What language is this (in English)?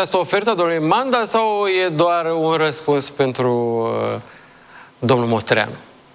Romanian